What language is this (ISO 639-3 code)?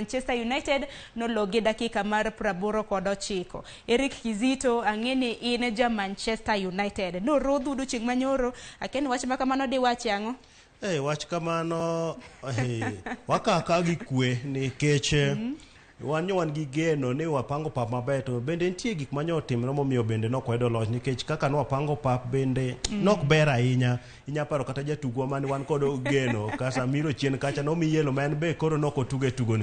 luo